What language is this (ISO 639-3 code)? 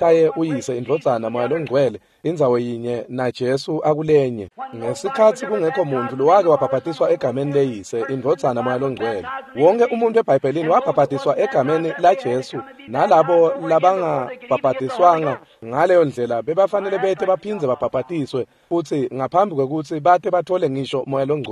ssw